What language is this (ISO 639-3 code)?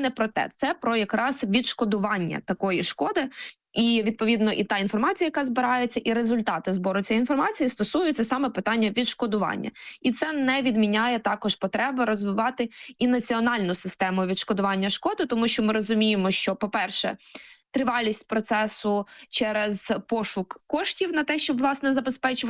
ukr